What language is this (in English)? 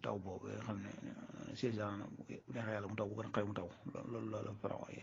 Wolof